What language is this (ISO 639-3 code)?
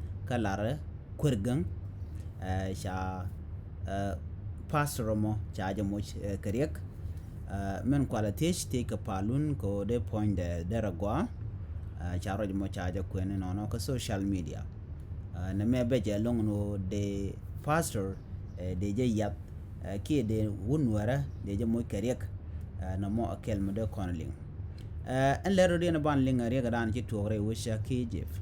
nus